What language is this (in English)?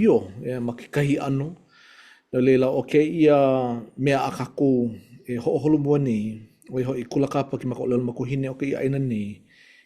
Hawaiian